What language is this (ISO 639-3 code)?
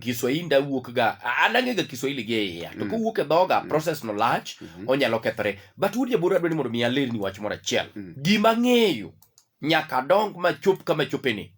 luo